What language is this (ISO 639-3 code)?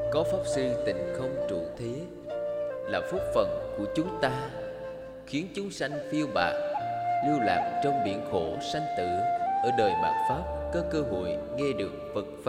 vie